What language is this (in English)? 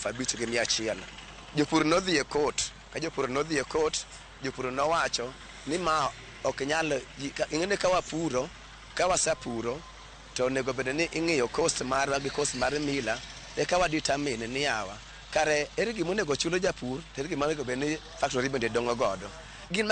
Luo (Kenya and Tanzania)